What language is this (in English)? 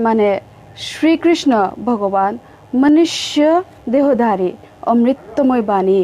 Bishnupriya